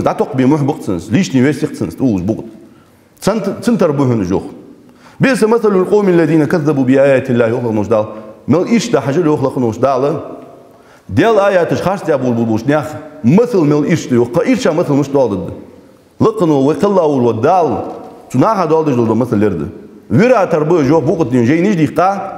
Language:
Ingush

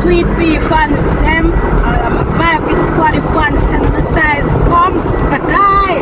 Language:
Jamaican Creole English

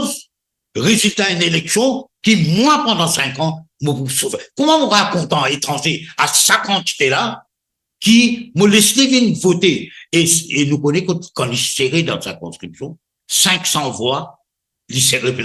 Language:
Morisyen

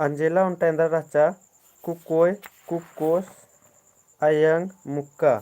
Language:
Kurukh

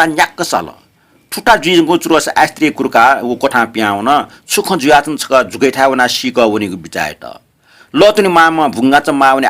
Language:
Newari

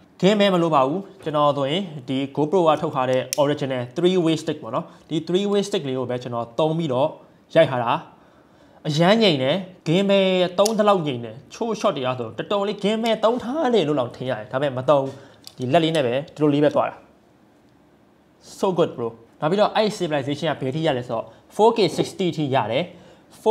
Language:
Burmese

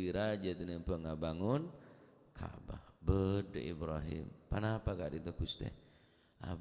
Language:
Madurese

